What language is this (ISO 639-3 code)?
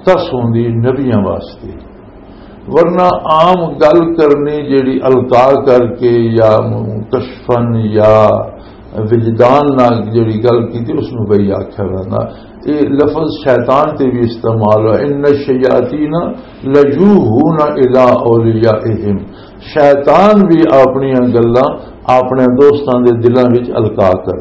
lah